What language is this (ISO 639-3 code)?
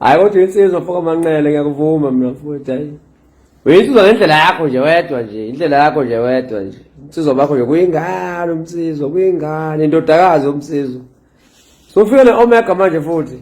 zul